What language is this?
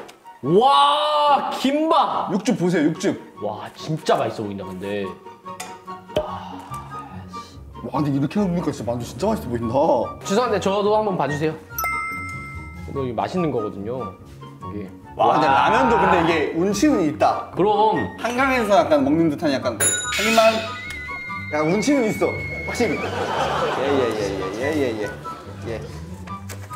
Korean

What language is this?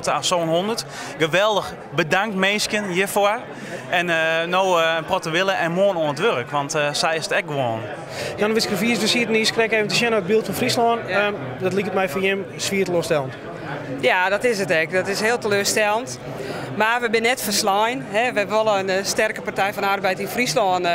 Western Frisian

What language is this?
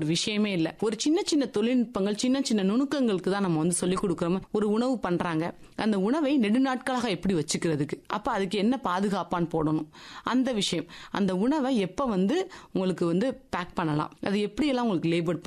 Tamil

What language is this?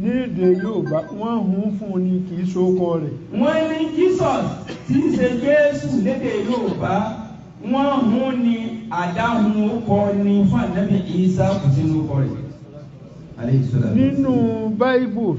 Yoruba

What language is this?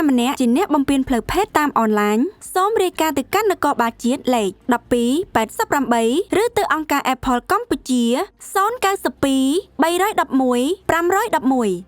Khmer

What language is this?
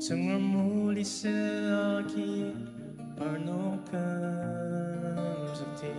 Ao Naga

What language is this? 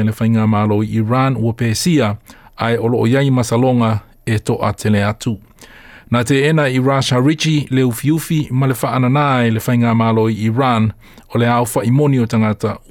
Samoan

